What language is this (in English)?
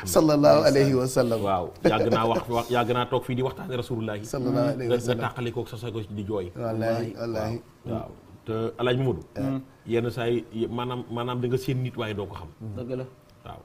Wolof